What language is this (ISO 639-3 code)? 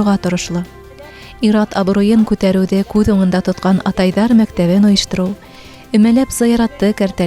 bak